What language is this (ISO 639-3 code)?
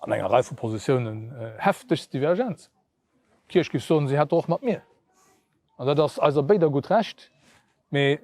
ltz